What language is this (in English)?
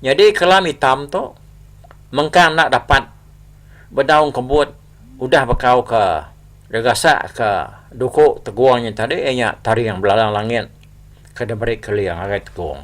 Iban